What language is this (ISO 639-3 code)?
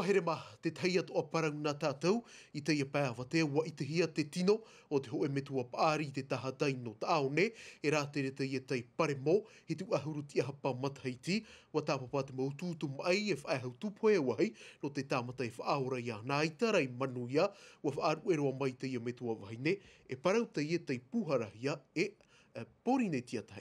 tah